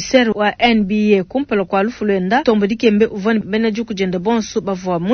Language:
Luba-Lulua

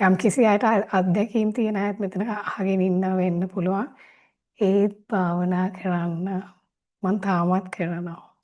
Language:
Sinhala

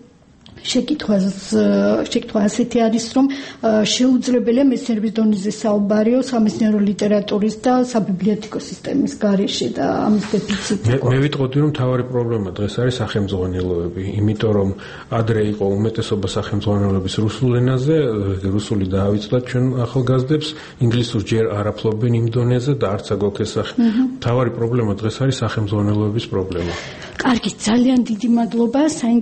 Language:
Georgian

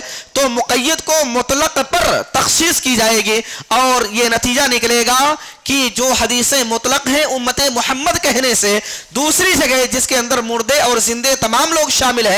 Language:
Urdu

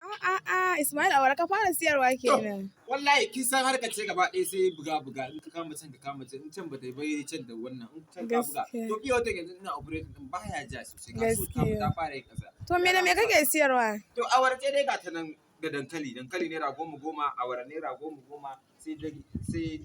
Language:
Hausa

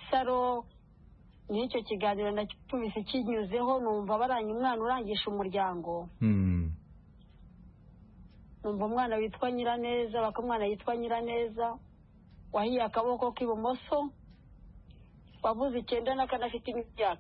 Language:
Kinyarwanda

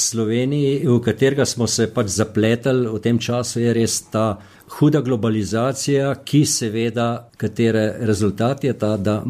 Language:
Slovenian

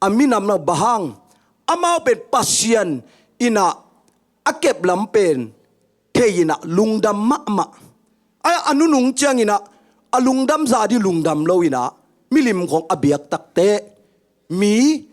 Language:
Tedim Chin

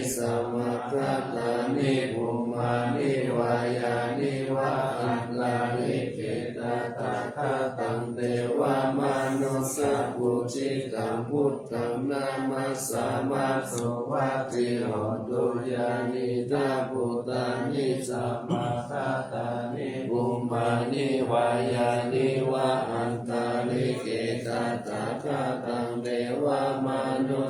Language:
Pali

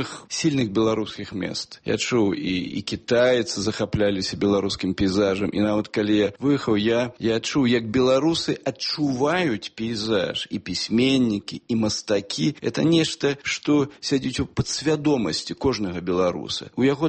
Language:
Belarusian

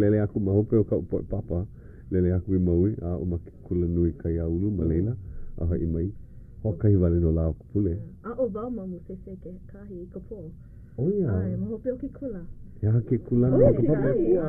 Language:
Hawaiian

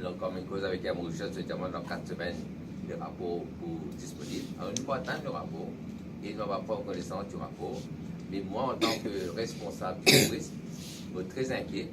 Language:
Morisyen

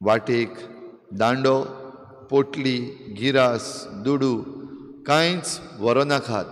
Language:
Konkani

